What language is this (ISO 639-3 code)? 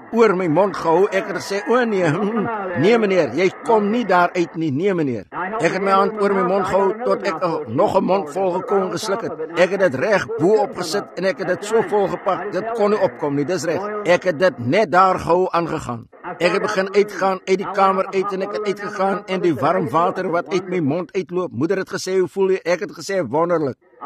afr